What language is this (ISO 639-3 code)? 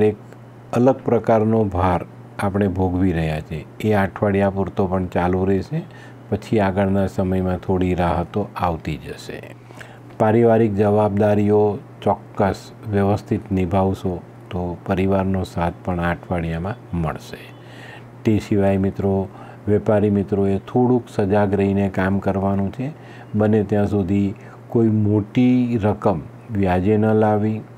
guj